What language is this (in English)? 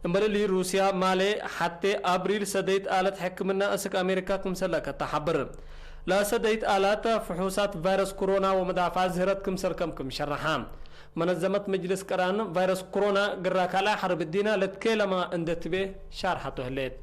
Tigre